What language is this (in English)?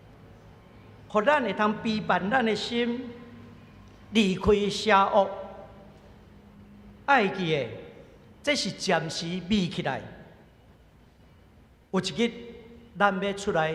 Min Nan Chinese